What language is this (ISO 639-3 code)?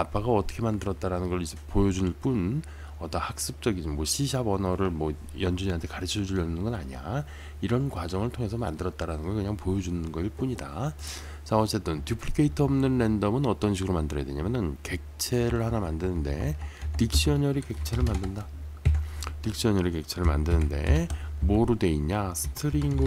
kor